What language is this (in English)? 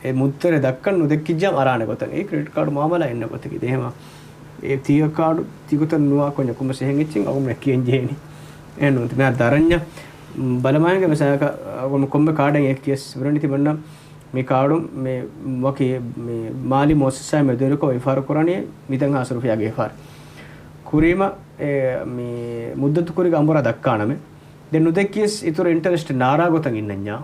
Divehi